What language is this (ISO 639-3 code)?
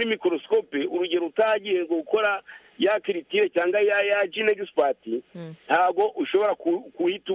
kin